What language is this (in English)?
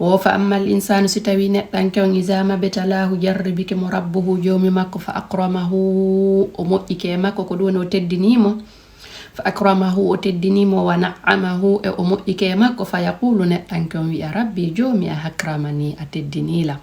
Fula